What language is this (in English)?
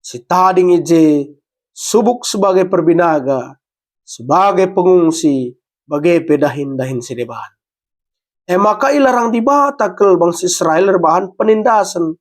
Batak Karo